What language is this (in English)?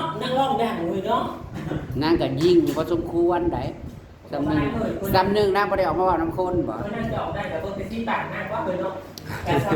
Northeastern Thai